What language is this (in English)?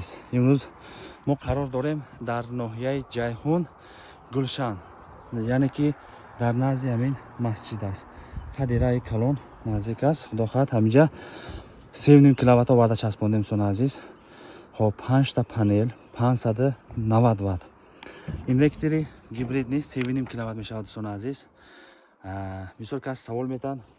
Tajik